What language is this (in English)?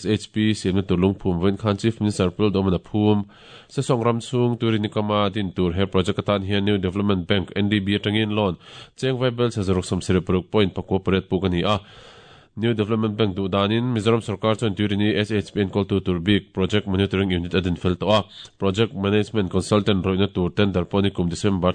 Mizo